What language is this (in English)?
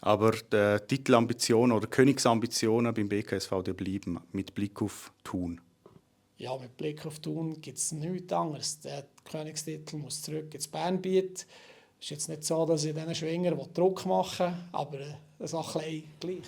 Swiss German